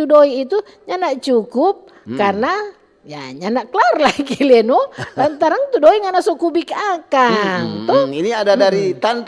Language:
Manado Malay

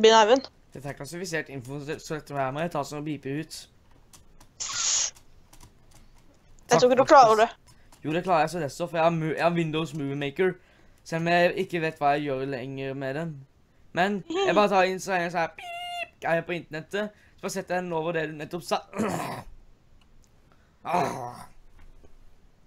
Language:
Norwegian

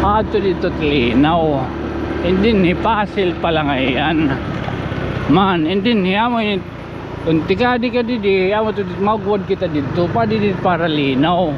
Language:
Waray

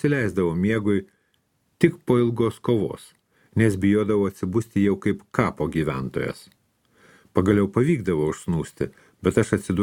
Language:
Lithuanian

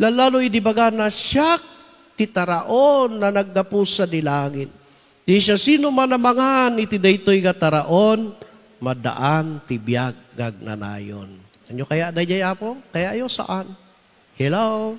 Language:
Iloko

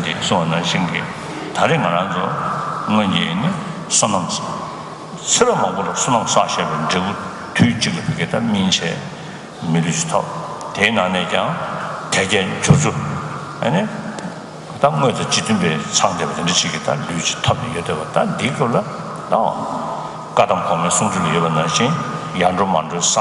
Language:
Tibetan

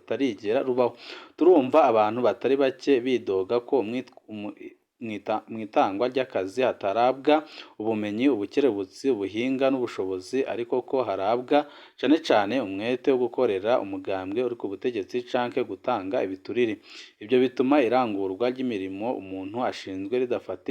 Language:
Rundi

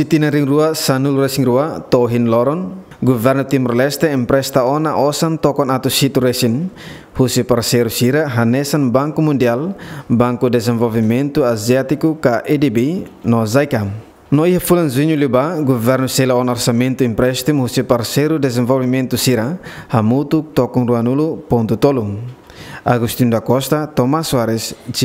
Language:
Tetum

